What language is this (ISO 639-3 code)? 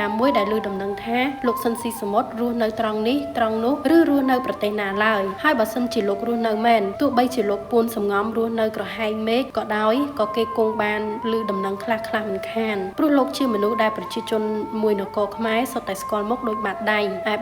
khm